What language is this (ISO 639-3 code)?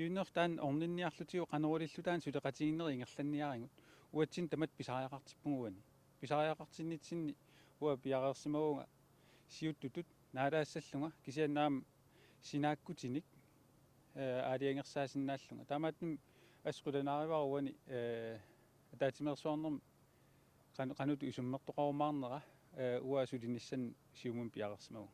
kal